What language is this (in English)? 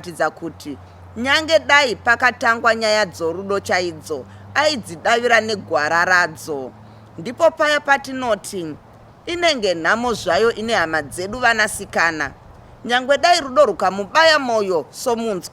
Shona